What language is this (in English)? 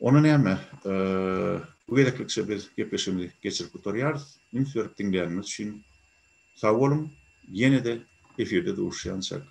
Turkmen